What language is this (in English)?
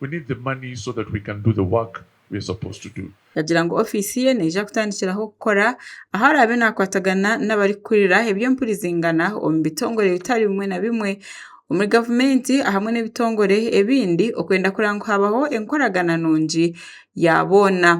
Nyankole